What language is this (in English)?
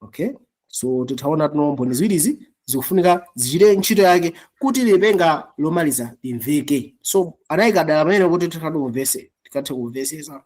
Nyanja